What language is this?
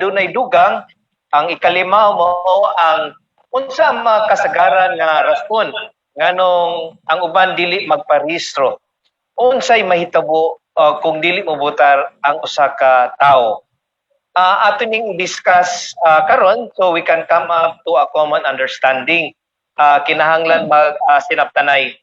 Cebuano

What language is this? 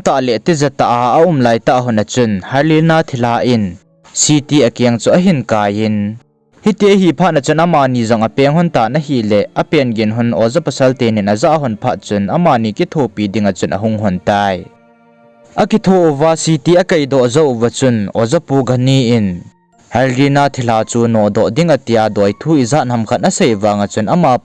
Thado Chin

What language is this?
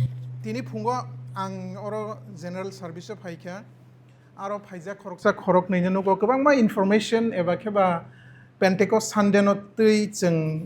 Kok Borok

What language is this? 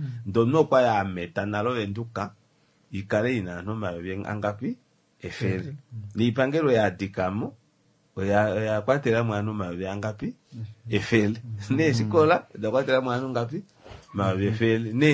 Kuanyama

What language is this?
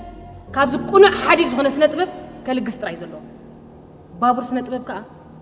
Tigrinya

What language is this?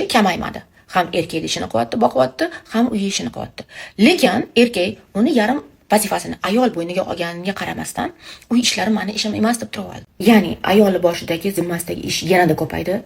Uzbek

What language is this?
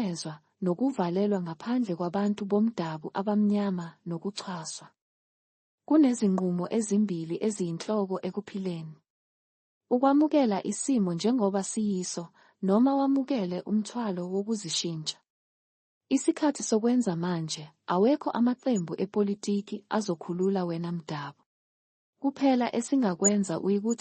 Zulu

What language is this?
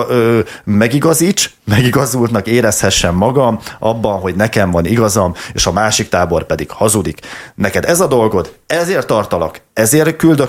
Hungarian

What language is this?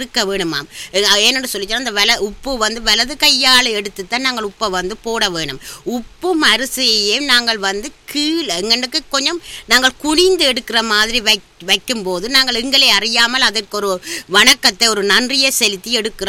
Tamil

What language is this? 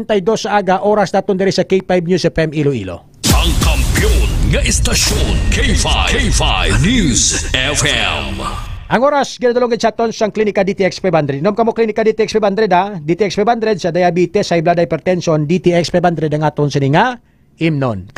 Hiligaynon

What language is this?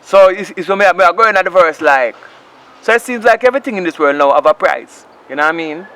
Jamaican Creole English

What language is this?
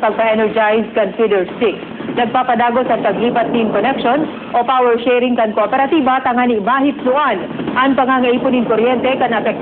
Bikol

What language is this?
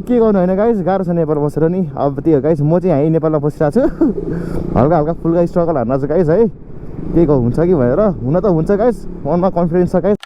Nepali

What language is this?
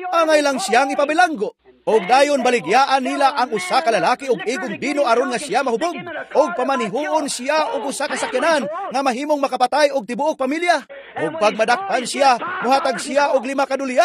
Cebuano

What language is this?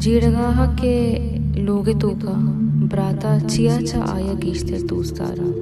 Baluchi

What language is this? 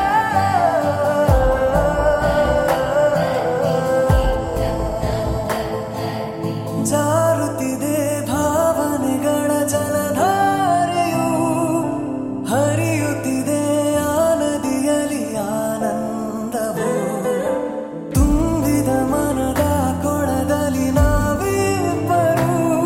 Kannada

